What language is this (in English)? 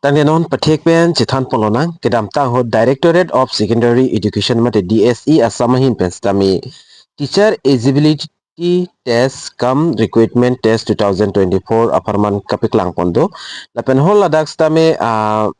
Karbi